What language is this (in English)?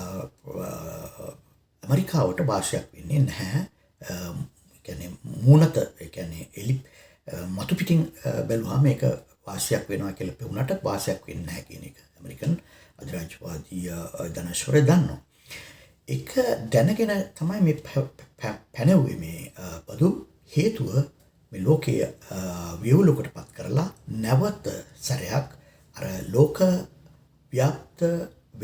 Sinhala